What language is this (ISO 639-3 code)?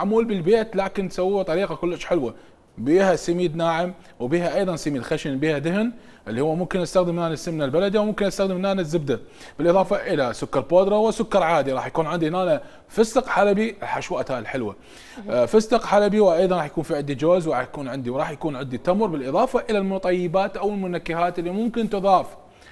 acm